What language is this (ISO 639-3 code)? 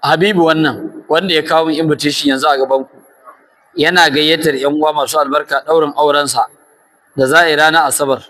hau